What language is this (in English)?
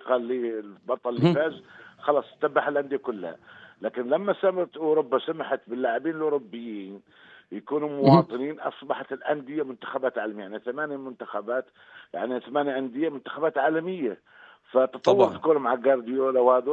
North Levantine Arabic